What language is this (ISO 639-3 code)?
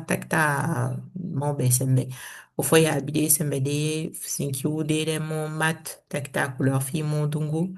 srm